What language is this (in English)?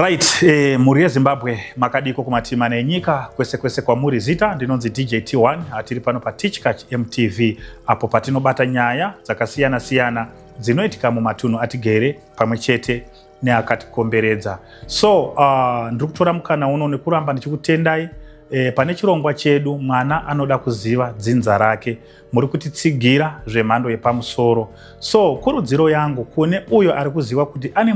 Shona